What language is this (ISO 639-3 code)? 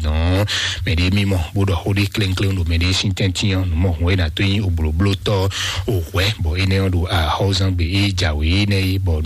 fon